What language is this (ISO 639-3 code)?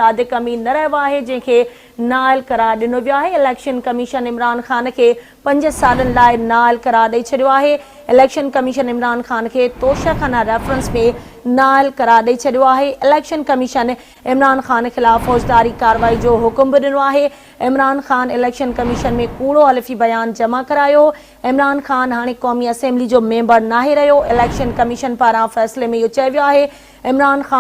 snd